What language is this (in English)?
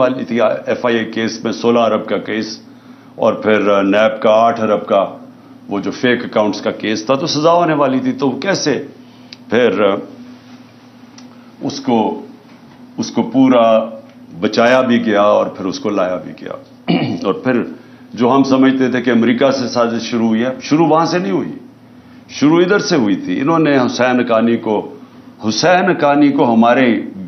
Urdu